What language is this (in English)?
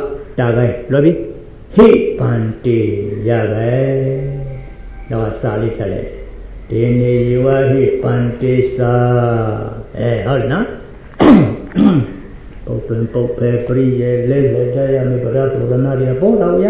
Burmese